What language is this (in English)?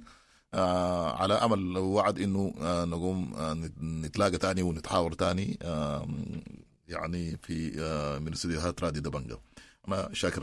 Sudanese Arabic